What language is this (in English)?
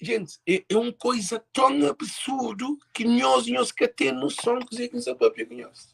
Kabuverdianu